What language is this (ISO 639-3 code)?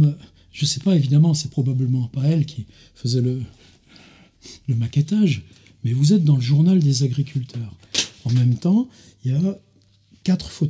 fra